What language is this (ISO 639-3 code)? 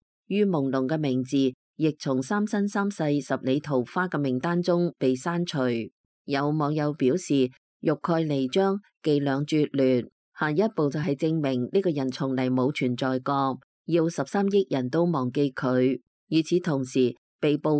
yue